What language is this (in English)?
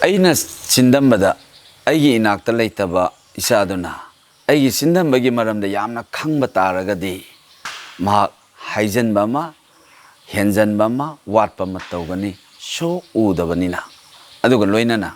Manipuri